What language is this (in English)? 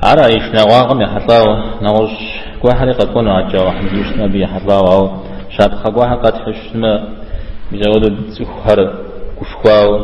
Kabardian